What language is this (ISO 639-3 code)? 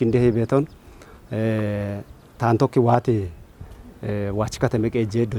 kbr